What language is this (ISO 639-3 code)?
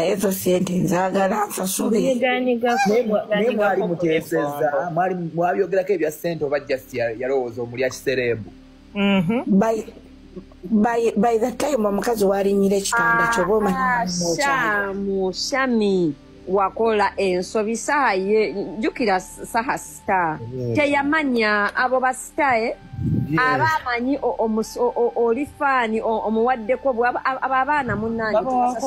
lug